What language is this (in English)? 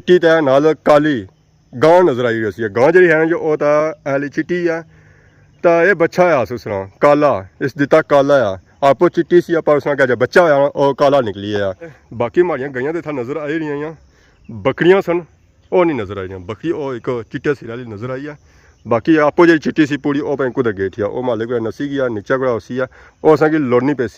Pahari-Potwari